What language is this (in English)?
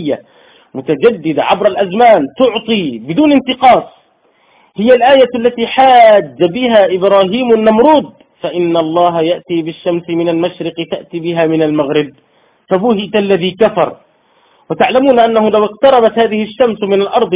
Arabic